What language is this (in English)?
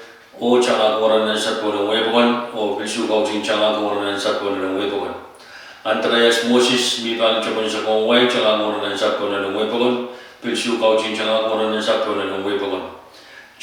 Pohnpeian